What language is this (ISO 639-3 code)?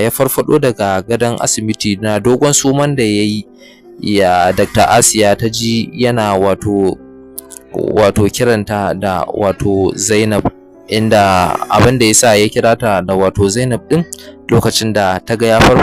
hau